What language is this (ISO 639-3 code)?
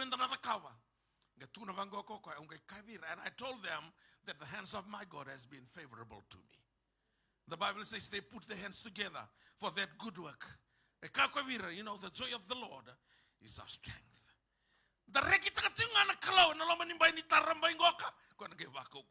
fij